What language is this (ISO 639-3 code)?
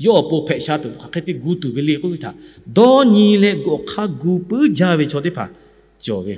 lhu